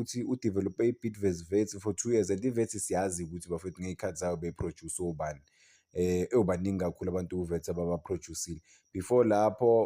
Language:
Zulu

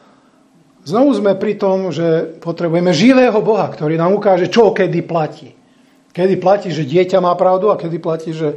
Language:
Slovak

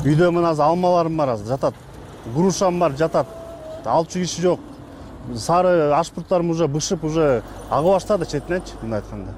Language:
Kyrgyz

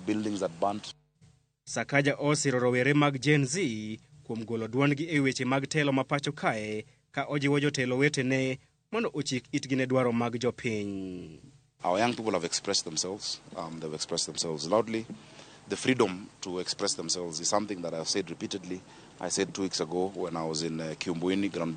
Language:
Luo (Kenya and Tanzania)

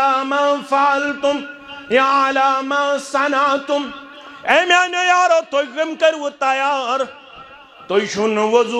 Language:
Kashmiri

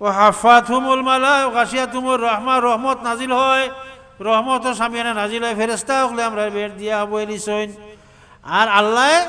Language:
Sylheti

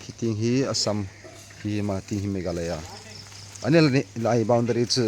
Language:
Hmar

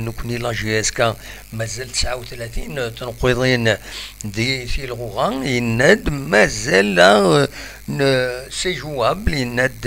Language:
Kabyle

